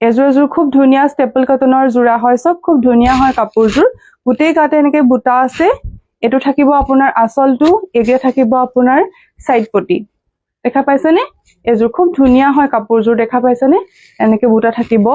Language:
Assamese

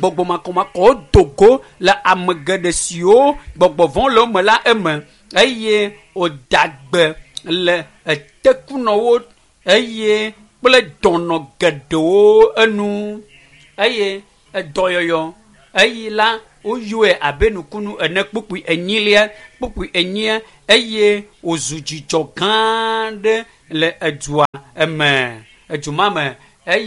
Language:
Ewe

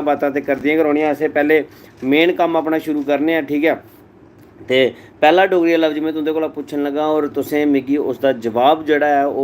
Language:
Dogri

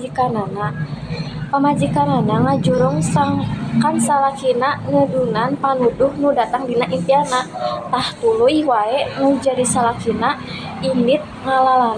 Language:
Sundanese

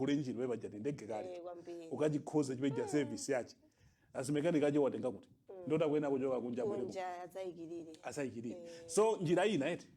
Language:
Nyanja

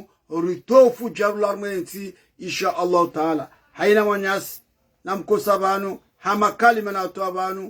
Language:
Ngazidja Comorian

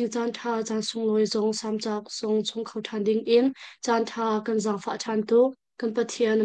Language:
Hakha Chin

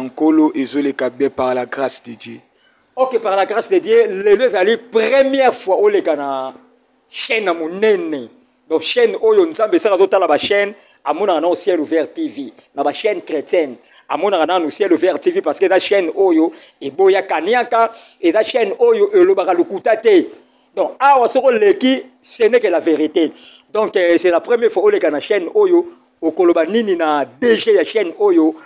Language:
Lingala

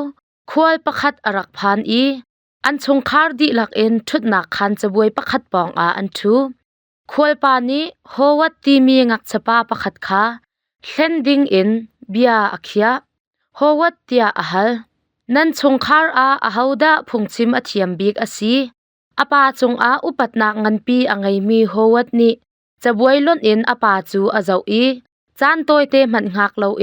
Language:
Hakha Chin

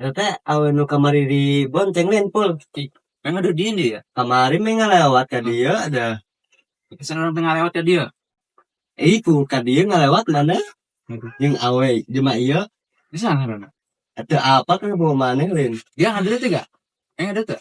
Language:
Sundanese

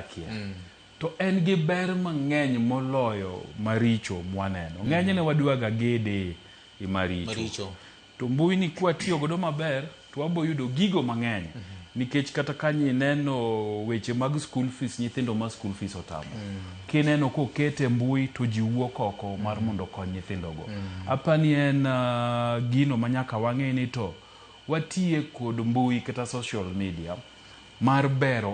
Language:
Luo (Kenya and Tanzania)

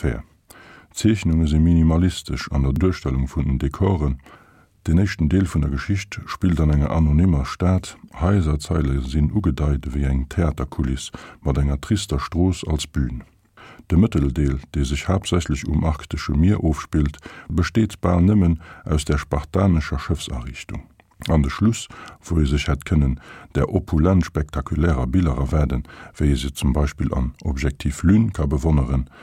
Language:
Luxembourgish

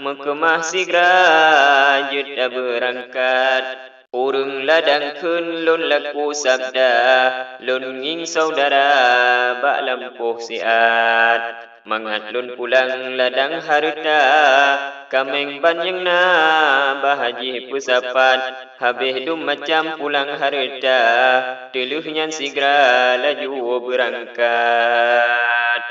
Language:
Achinese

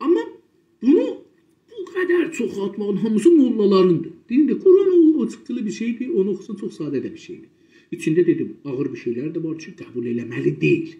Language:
South Azerbaijani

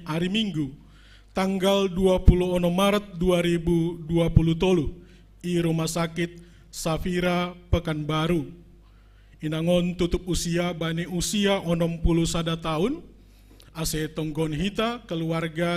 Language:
Batak Simalungun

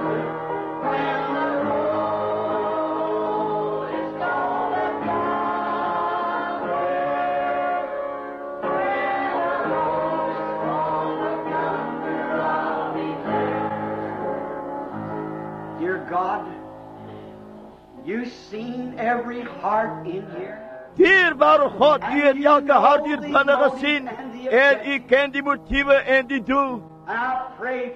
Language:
Afrikaans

